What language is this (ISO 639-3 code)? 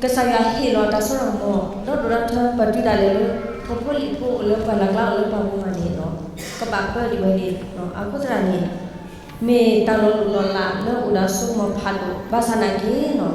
ksw